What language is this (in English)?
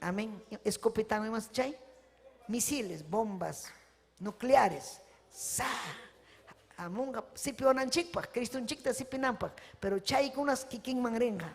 Ayacucho Quechua